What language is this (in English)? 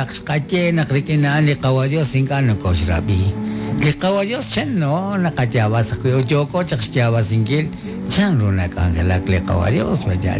Kekchí